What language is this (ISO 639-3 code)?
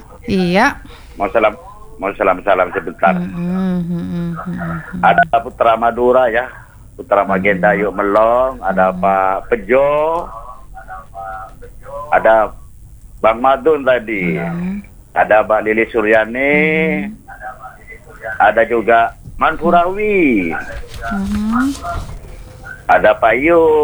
ind